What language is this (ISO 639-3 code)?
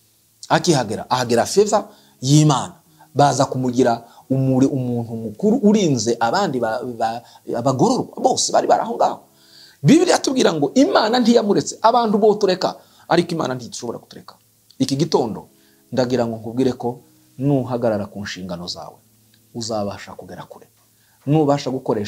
kin